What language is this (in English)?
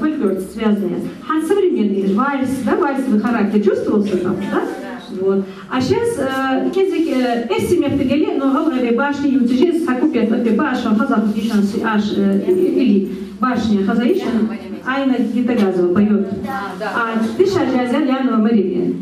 Ingush